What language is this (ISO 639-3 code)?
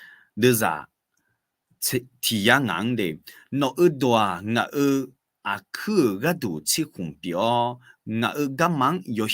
ahk